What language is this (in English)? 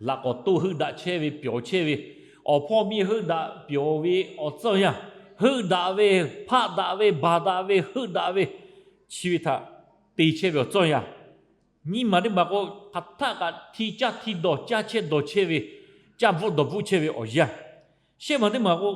Lahu